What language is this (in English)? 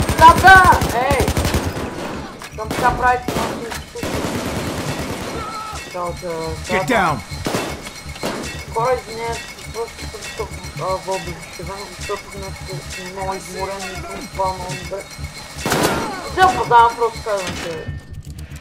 Bulgarian